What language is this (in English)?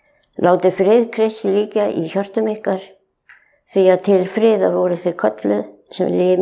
Icelandic